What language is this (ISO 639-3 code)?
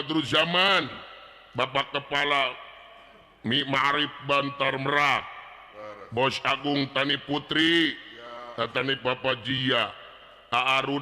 sun